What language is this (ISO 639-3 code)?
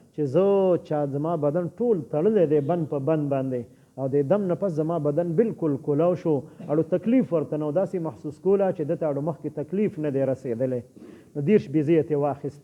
pus